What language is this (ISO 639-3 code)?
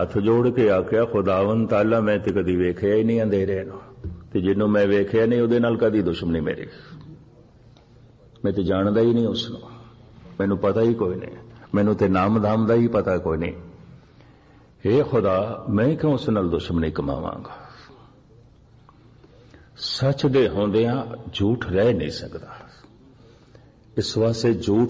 pan